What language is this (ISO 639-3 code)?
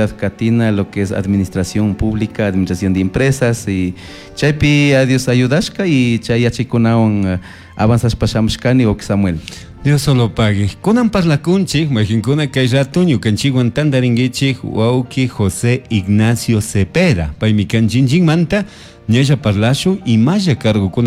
qug